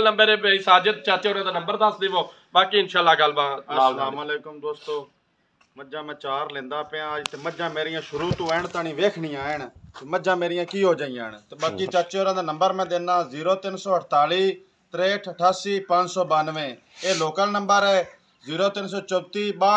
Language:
Punjabi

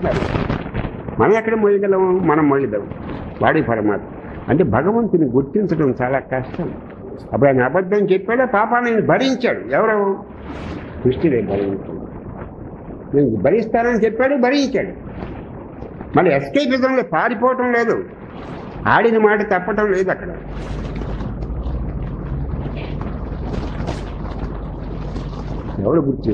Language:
Telugu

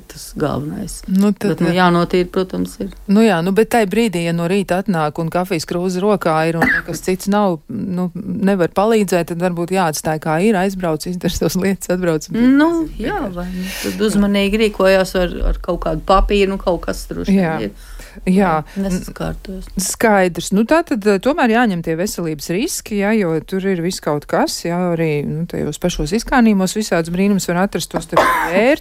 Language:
Latvian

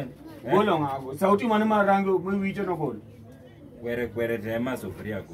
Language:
Luo (Kenya and Tanzania)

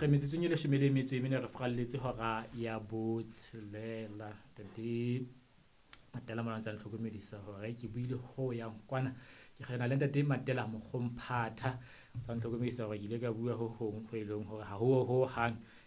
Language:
Southern Sotho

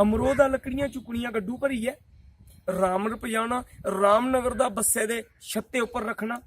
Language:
Dogri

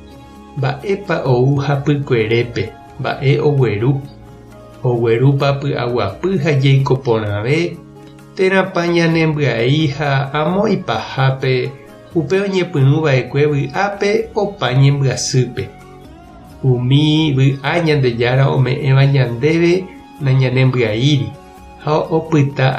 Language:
Guarani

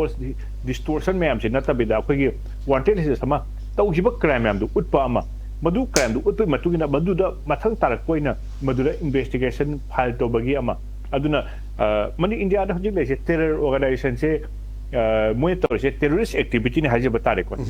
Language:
Manipuri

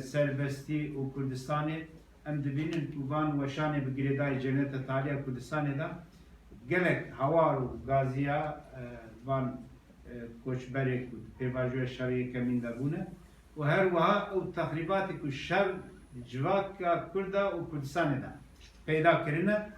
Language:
Kurdish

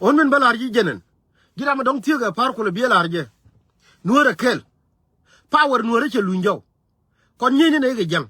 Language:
Nuer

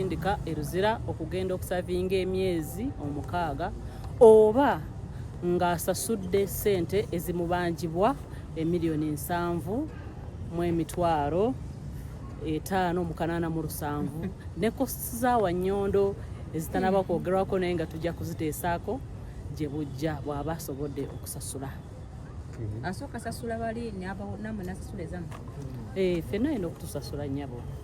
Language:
Ganda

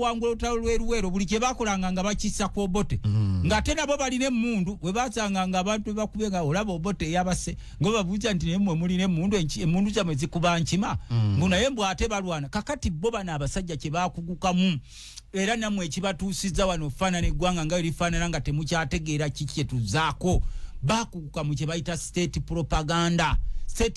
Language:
Ganda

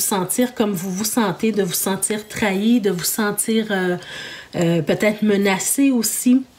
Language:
French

